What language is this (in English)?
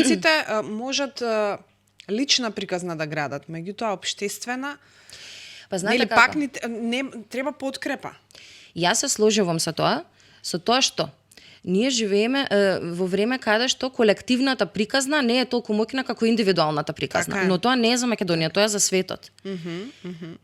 Macedonian